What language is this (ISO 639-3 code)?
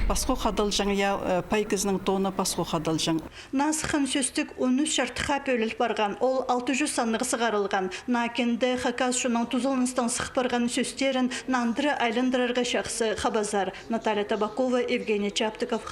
kjh